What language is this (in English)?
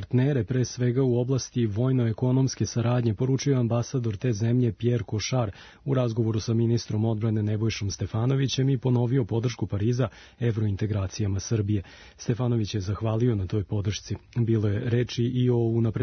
Serbian